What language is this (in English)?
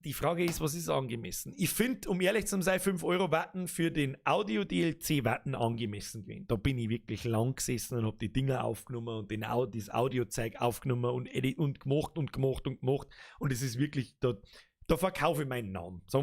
Bavarian